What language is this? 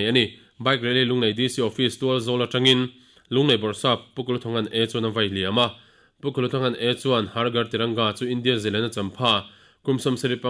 Mizo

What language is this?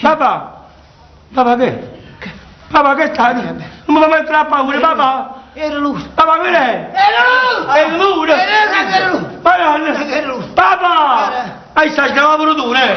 Neapolitan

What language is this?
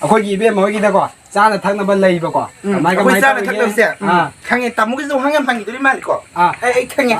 Manipuri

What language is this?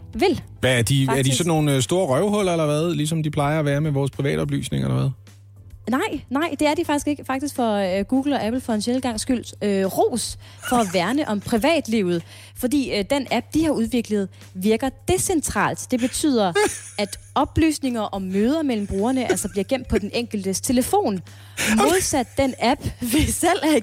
Danish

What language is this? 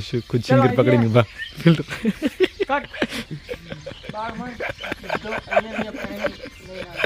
Gujarati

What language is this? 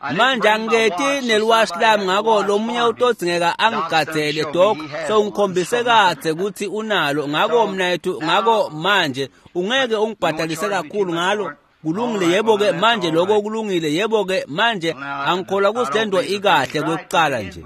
Swati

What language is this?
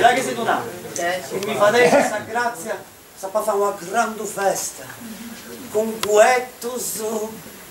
Sardinian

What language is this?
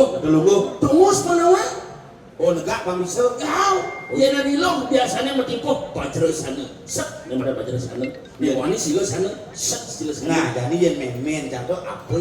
Balinese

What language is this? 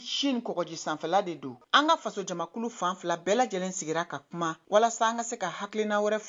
Bambara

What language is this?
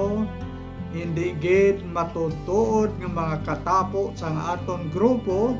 Hiligaynon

